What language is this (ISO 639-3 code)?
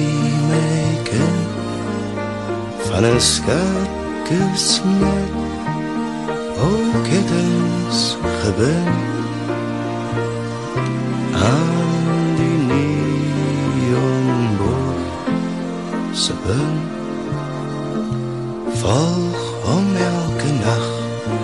afr